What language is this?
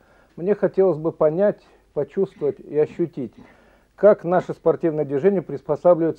Russian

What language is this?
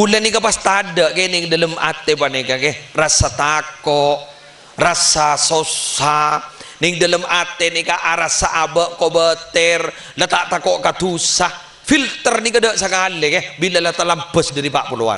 Madurese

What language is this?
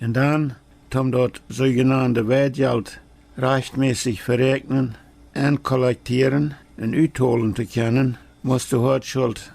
Plautdietsch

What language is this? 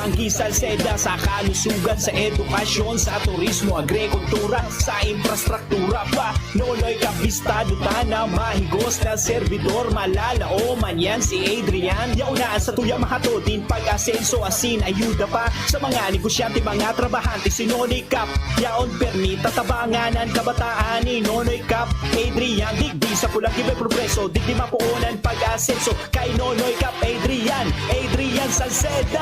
Bikol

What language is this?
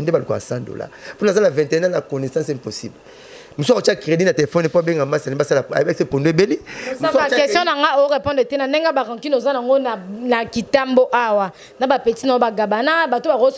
Lingala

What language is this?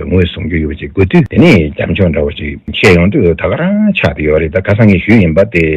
Tibetan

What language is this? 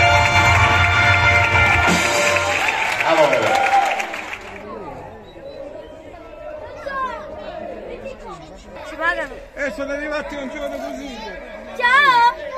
Italian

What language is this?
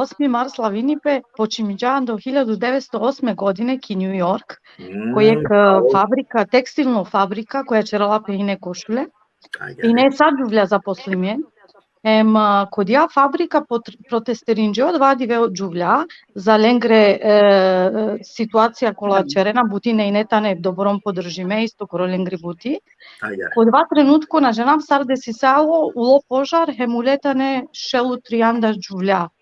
Balkan Romani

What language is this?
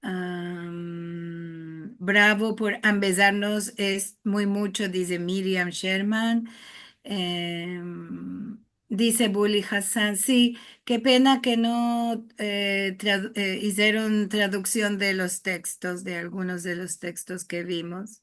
Ladino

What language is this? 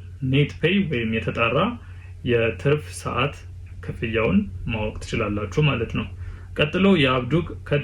Amharic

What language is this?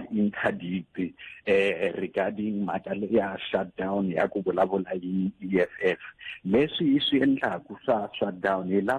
Tsonga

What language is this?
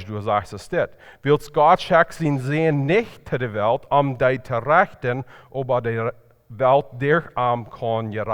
Plautdietsch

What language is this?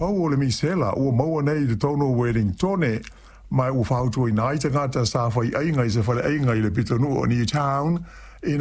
Samoan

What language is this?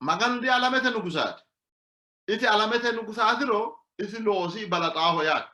Sidamo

